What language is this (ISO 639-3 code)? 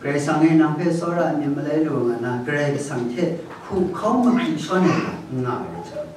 kac